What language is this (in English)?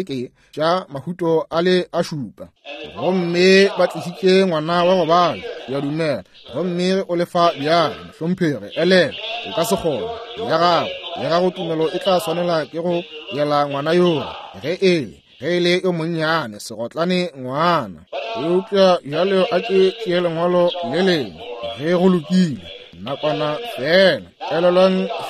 Northern Sotho